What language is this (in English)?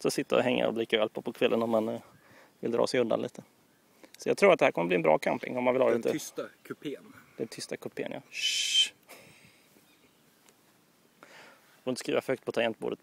Swedish